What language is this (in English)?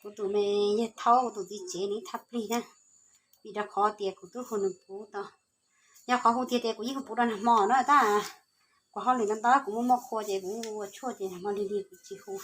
Hmong